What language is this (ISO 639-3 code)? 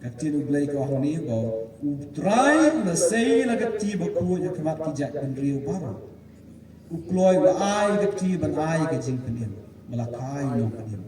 kha